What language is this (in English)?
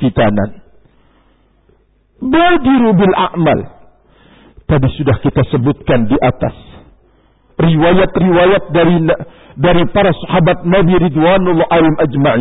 Indonesian